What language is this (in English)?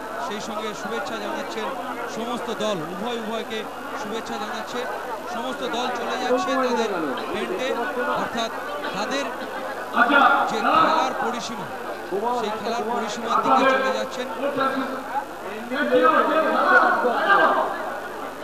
Bangla